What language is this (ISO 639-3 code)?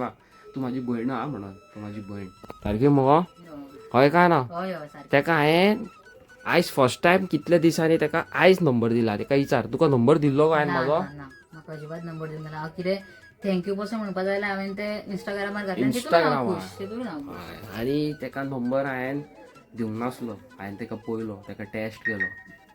kok